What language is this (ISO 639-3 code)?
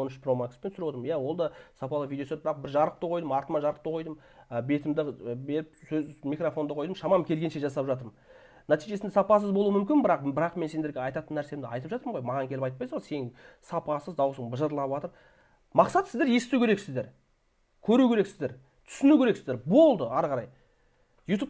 kaz